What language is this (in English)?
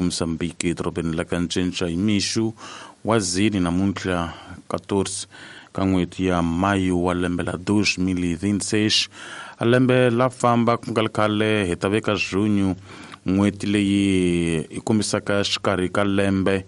Tsonga